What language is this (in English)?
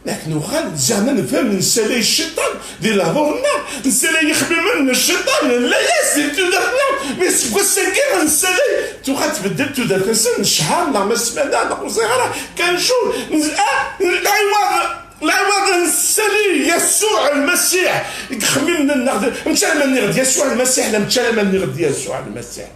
Kabyle